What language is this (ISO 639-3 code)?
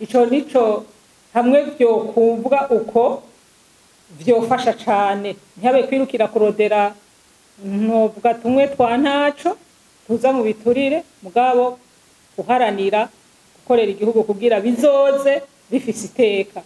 run